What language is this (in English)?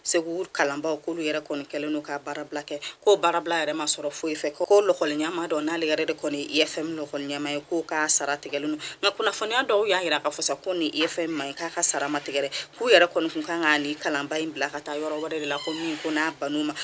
Bambara